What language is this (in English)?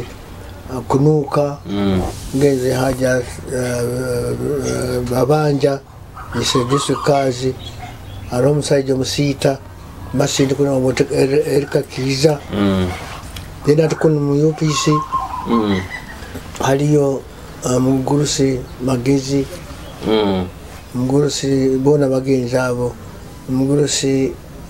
Nyoro